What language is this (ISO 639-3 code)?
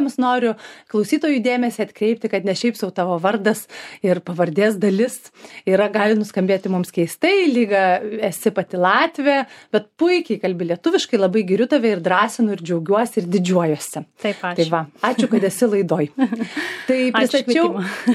lit